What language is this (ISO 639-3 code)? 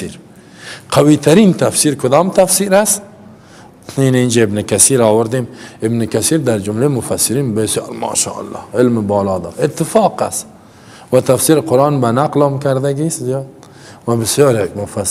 fas